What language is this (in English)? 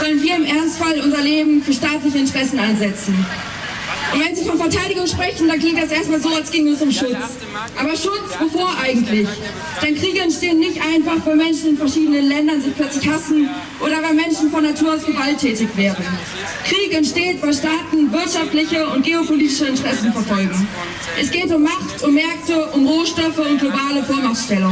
German